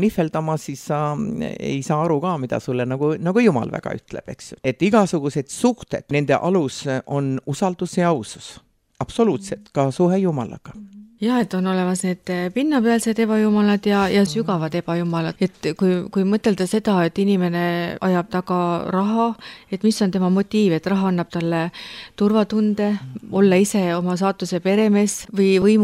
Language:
Estonian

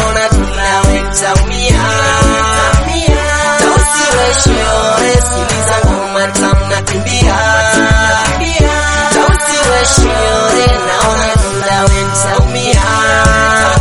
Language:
Swahili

